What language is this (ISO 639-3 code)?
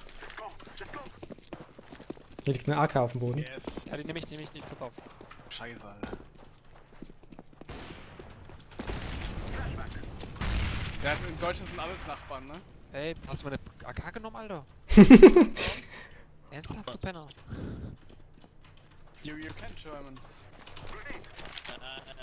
deu